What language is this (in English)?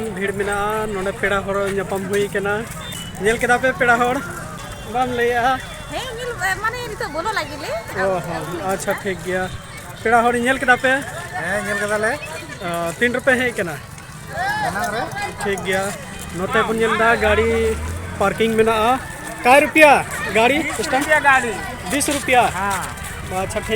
Santali